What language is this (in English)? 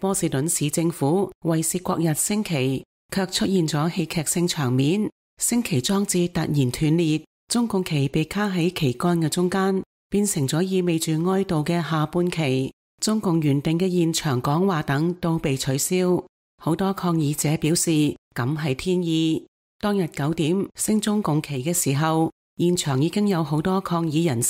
Cantonese